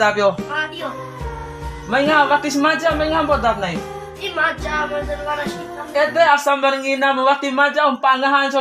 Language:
Bima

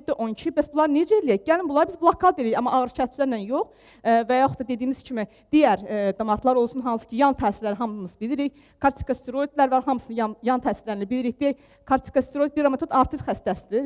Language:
Azerbaijani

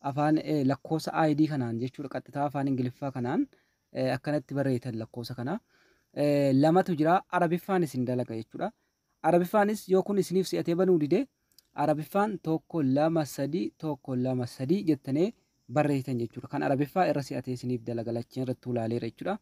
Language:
Oromo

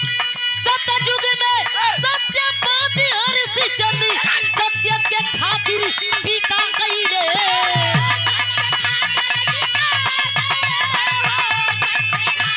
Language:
Bhojpuri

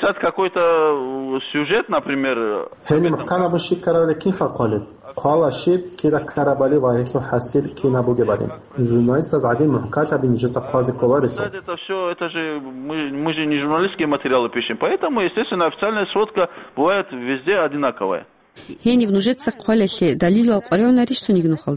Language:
Avaric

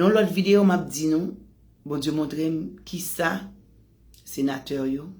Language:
Haitian Creole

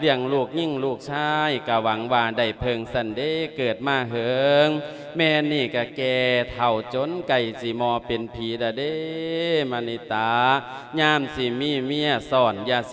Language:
Lao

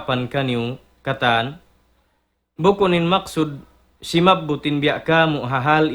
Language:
Tausug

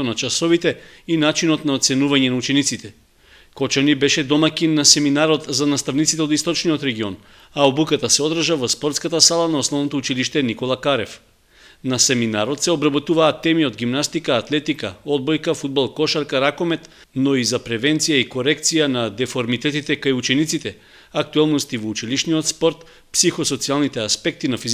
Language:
Macedonian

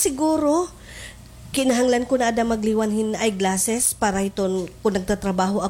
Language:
Waray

